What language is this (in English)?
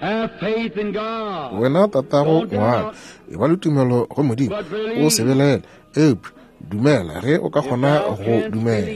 Northern Sotho